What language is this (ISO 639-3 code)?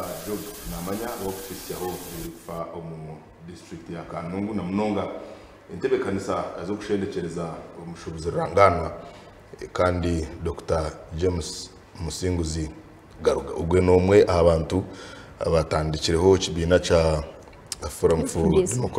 nyn